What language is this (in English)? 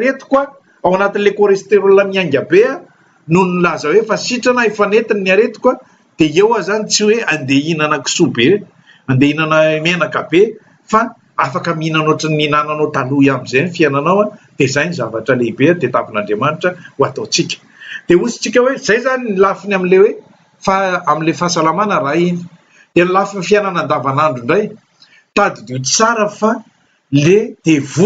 Malagasy